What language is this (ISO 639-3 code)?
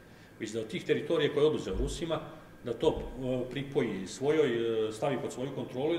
srp